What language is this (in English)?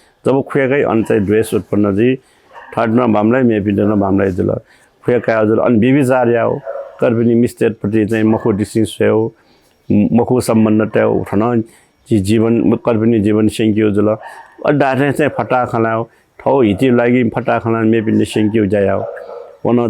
Newari